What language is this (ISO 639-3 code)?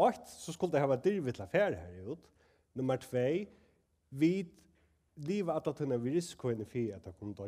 fao